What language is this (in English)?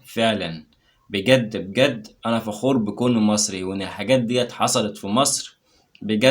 Egyptian Arabic